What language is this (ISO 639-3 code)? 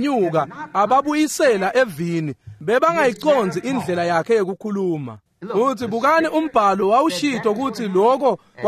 ssw